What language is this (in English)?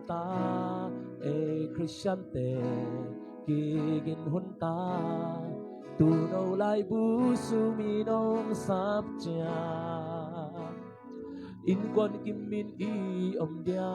Tedim Chin